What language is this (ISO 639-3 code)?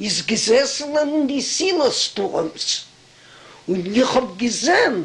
yid